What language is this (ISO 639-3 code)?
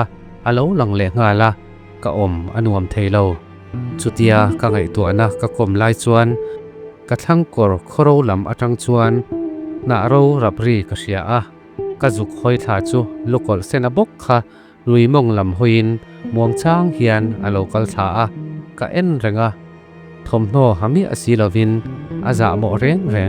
lus